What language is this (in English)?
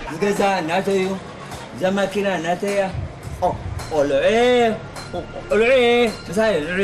Tigrinya